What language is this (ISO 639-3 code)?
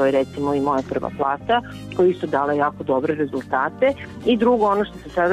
srp